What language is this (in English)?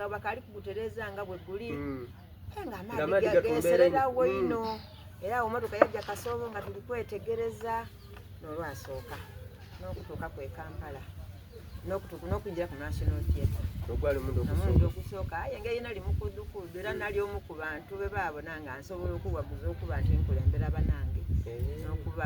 Soga